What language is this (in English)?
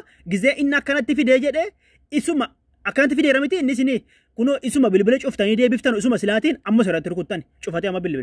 Oromo